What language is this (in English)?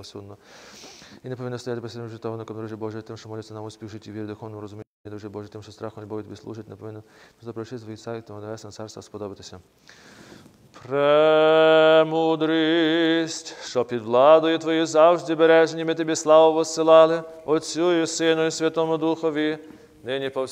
Ukrainian